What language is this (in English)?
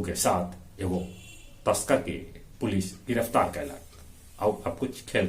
Magahi